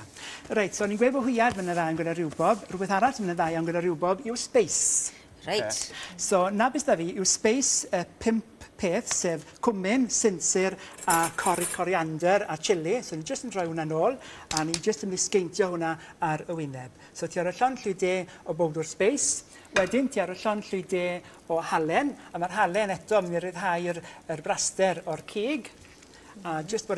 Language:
Welsh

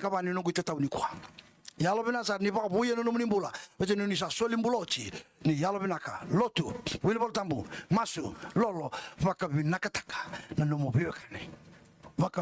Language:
Fijian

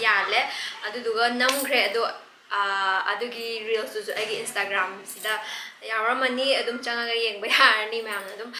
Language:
Manipuri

